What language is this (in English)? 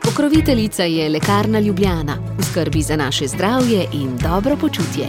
Slovenian